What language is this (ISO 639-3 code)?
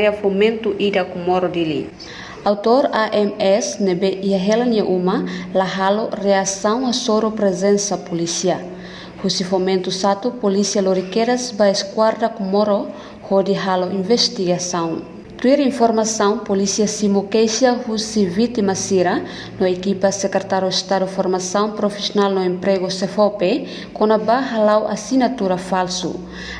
tet